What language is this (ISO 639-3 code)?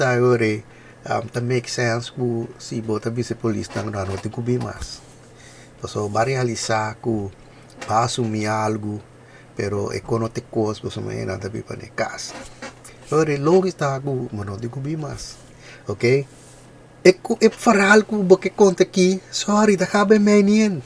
pap